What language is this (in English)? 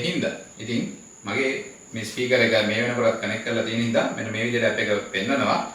Sinhala